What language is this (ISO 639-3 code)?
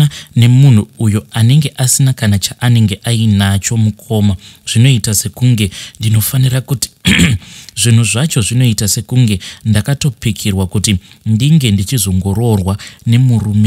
sna